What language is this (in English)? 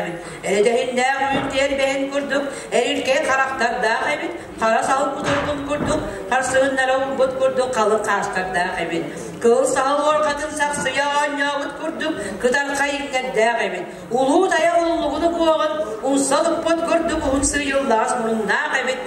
Yakut